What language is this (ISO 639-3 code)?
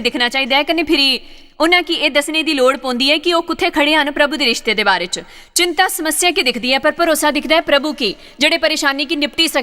doi